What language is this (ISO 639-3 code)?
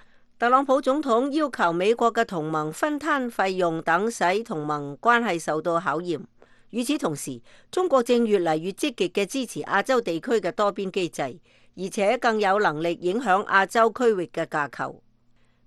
yue